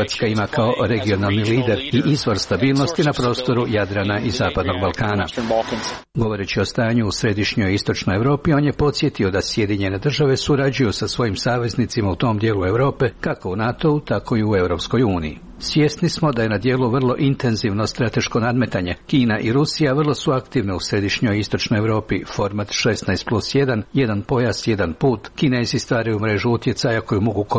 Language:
Croatian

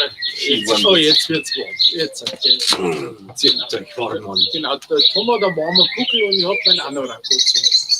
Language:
Bavarian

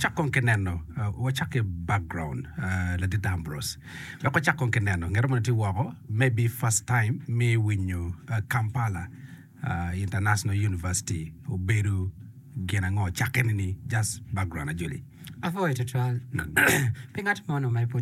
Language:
Acoli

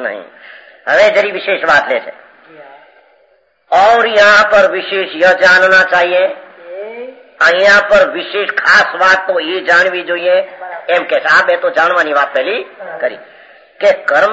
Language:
Gujarati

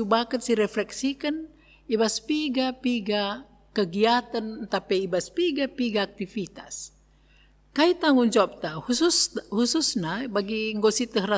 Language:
Batak Karo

